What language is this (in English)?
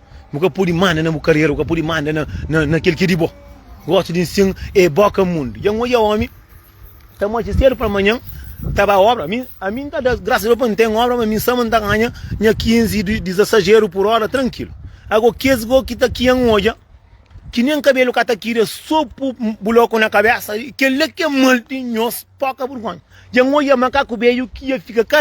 Kabuverdianu